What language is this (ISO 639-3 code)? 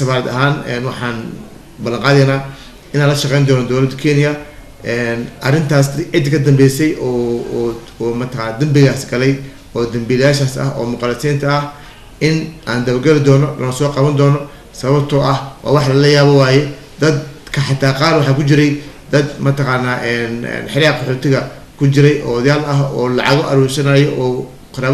som